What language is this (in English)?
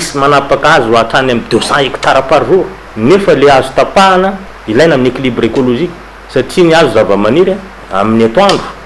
Malagasy